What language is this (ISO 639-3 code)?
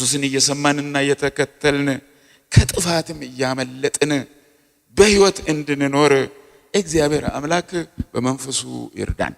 amh